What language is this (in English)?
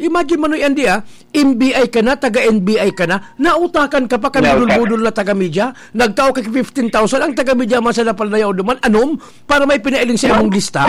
Bikol